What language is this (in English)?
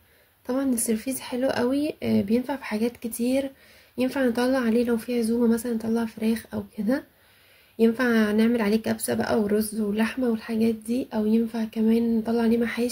Egyptian Arabic